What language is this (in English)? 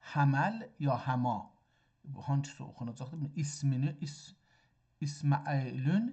South Azerbaijani